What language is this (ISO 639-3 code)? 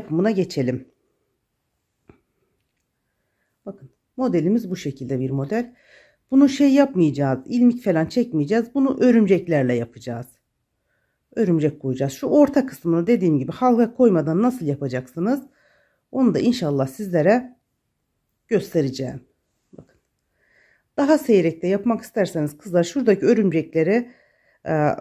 tur